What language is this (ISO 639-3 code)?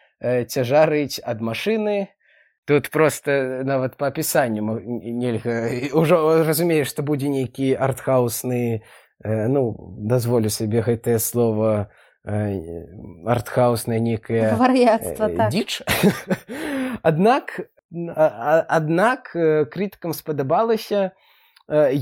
bel